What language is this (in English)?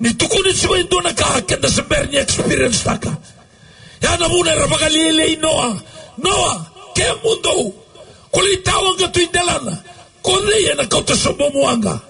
Fijian